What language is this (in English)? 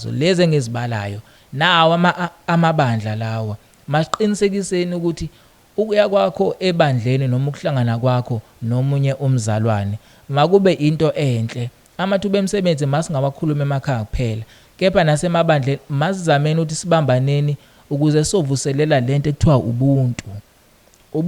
Zulu